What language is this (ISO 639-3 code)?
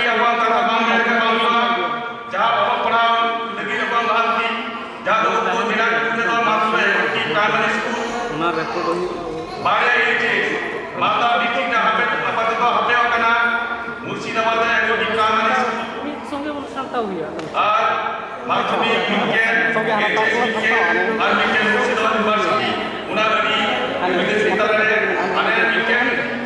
sat